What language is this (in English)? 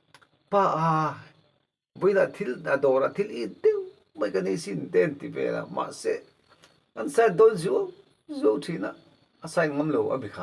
Mizo